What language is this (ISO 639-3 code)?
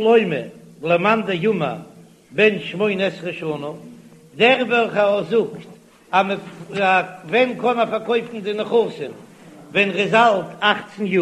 yid